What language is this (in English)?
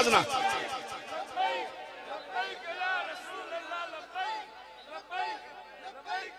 Hindi